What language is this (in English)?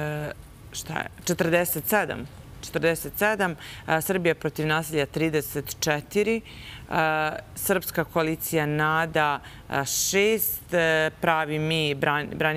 Serbian